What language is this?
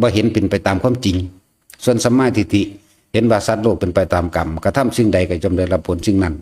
Northeastern Thai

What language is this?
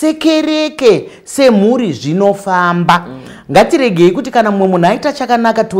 Shona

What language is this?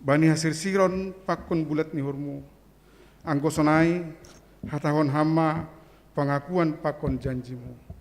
Batak Simalungun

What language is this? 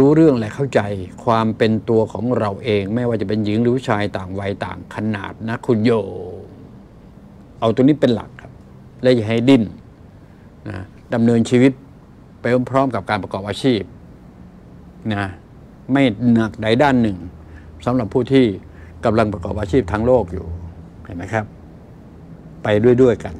Thai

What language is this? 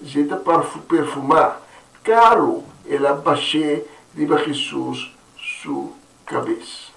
Papiamento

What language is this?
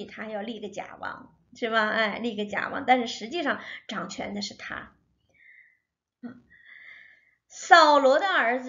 Chinese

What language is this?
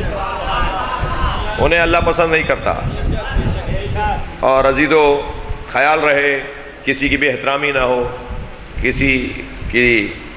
Urdu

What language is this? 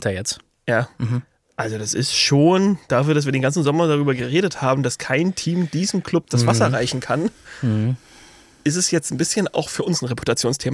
German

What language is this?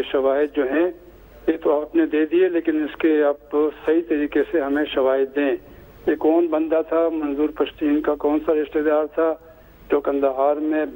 Urdu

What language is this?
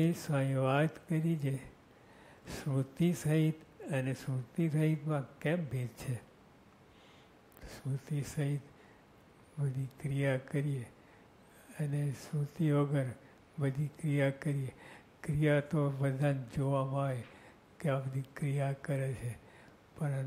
Gujarati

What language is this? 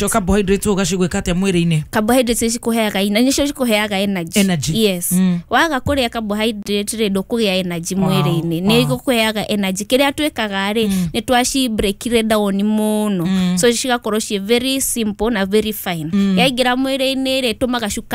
Kikuyu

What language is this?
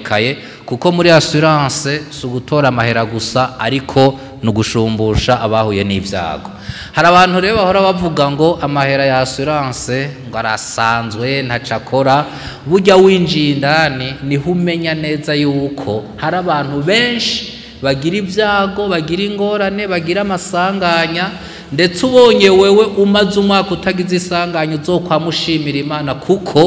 Rundi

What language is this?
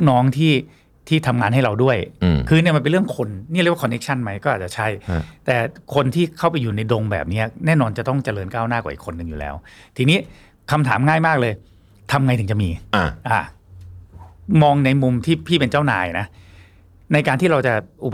Thai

